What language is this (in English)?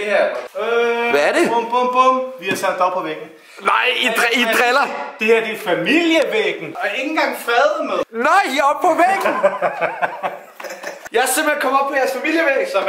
Danish